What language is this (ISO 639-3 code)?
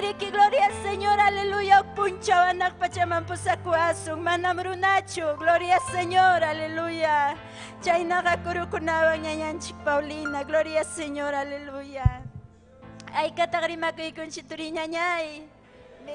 quy